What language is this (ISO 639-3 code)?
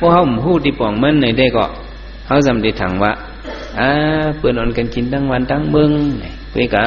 shn